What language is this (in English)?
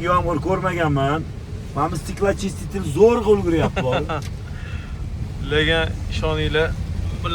Uzbek